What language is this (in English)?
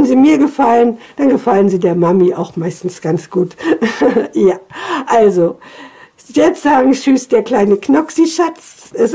German